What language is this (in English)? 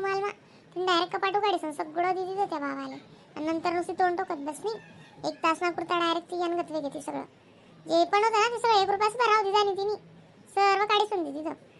Khandesi